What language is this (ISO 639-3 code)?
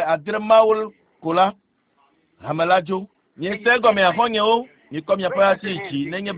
ewe